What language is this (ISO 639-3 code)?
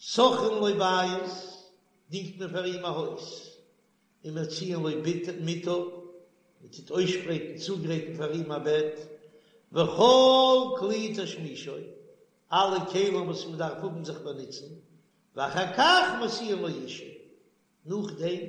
yid